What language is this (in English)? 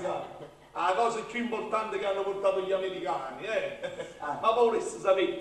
Neapolitan